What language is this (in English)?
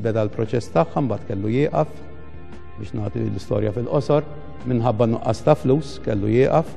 Maltese